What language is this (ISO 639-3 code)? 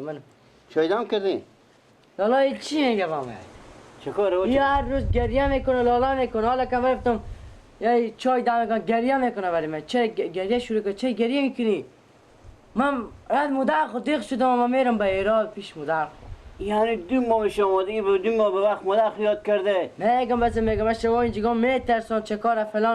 fas